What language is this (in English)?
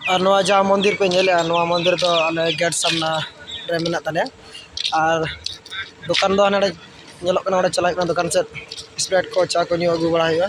Santali